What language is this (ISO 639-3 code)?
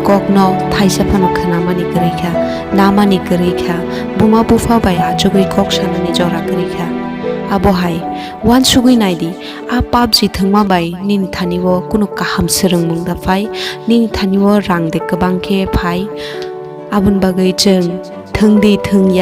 trp